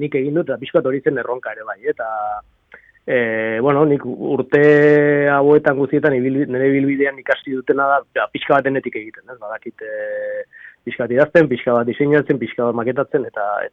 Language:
Basque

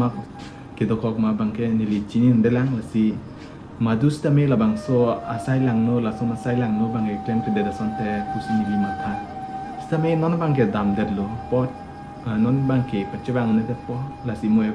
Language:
Karbi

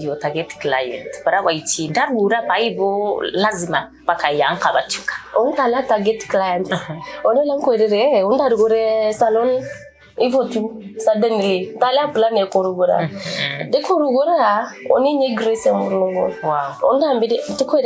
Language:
Meru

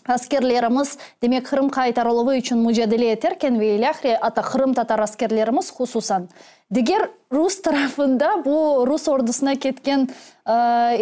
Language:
Crimean Tatar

